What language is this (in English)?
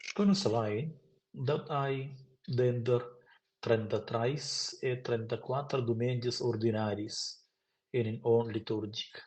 Romansh